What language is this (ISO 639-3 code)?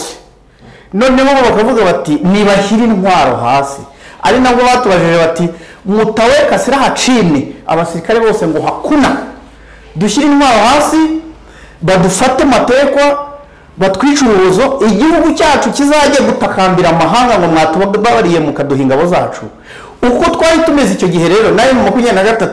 kin